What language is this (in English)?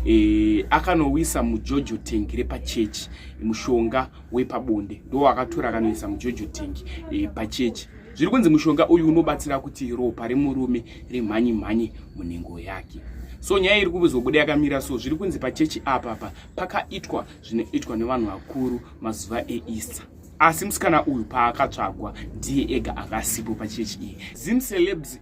Shona